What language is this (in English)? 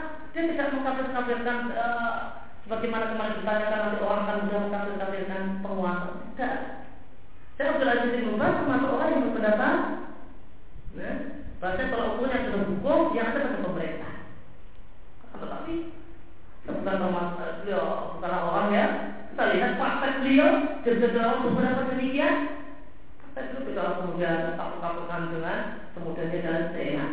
Indonesian